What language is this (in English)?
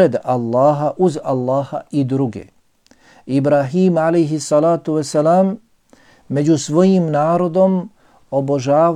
Bosnian